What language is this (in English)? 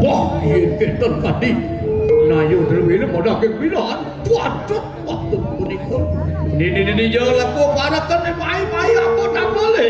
Balinese